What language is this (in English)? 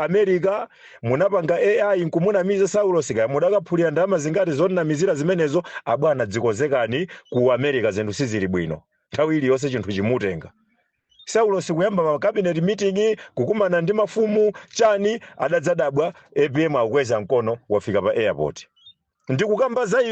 Nyanja